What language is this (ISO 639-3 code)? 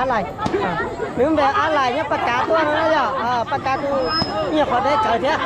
hmn